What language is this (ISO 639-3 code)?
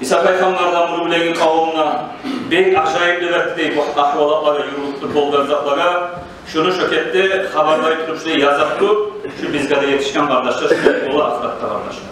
kum